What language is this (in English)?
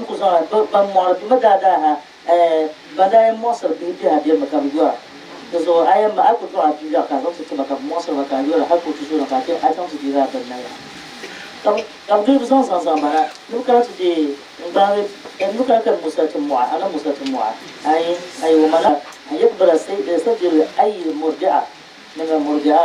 Dagbani